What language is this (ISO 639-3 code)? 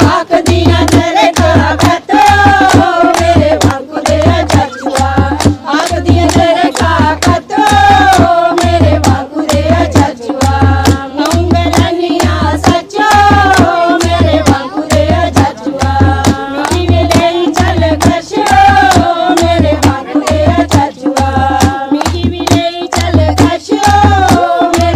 doi